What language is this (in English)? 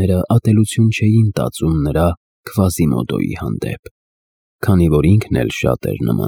Armenian